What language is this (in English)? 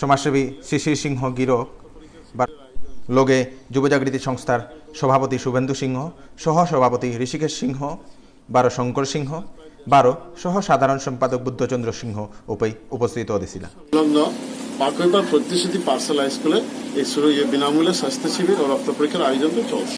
Bishnupriya